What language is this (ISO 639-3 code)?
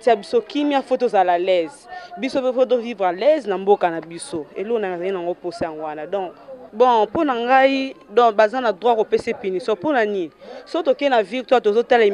lin